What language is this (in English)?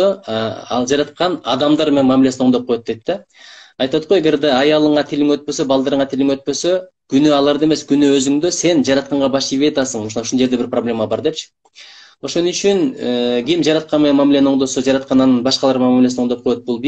Kyrgyz